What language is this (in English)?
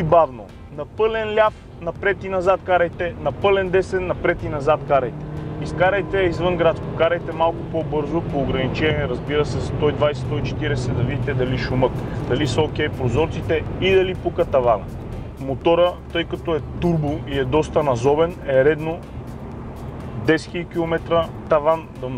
Bulgarian